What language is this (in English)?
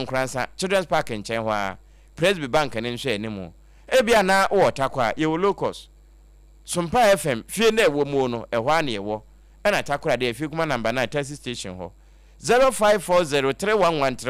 Akan